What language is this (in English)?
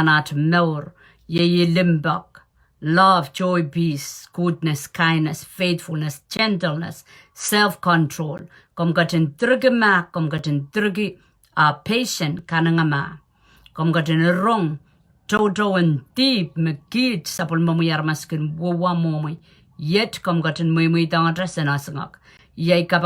Pohnpeian